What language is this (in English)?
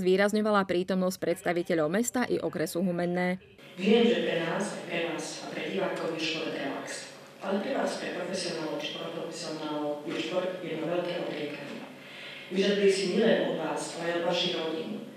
Slovak